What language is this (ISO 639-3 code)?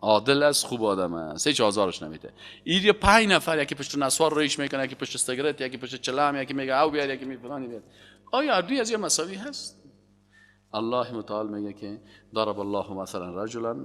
fas